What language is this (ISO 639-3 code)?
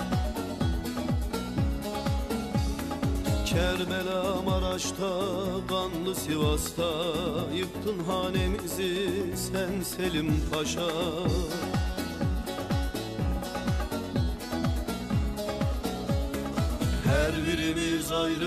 tur